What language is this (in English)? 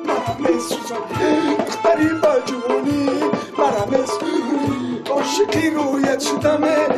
Tajik